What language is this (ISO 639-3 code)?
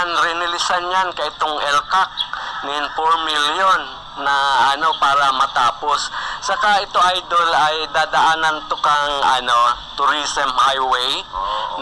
bik